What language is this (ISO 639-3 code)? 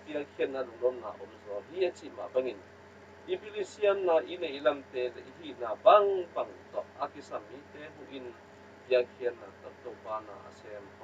ctd